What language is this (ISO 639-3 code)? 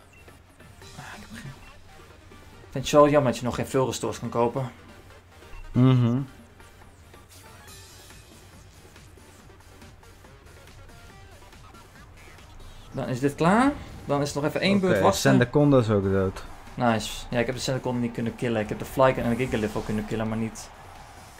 nld